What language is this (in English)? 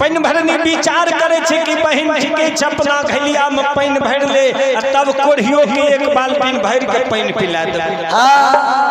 Maithili